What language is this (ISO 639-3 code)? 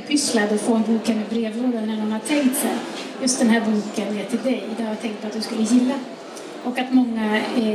swe